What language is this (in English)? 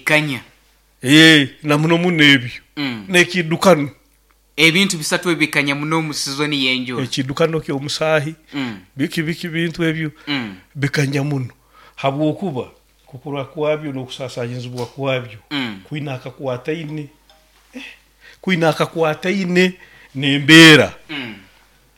Nyoro